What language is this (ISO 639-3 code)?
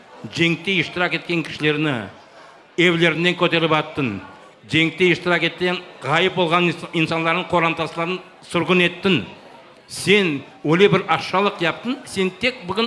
crh